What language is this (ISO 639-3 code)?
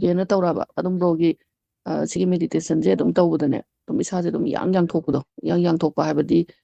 mni